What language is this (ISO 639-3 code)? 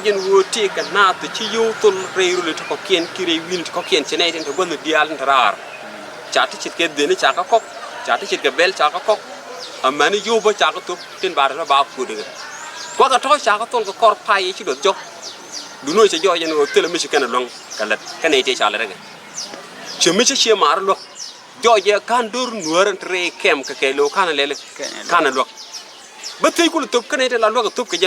nus